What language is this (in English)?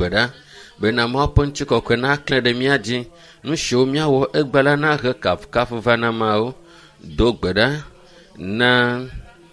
Ewe